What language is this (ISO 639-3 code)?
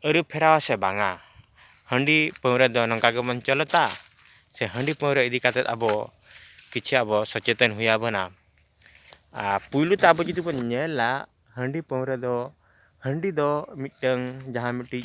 sat